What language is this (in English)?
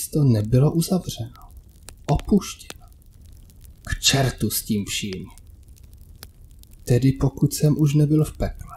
Czech